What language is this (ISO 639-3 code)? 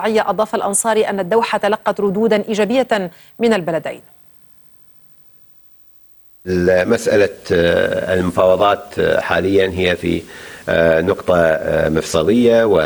ara